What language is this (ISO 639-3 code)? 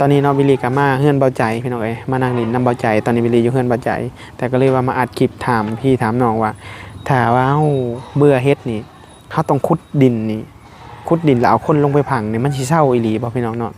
tts